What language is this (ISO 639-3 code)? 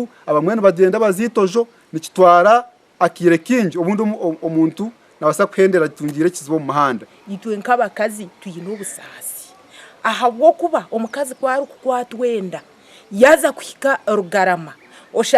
nyn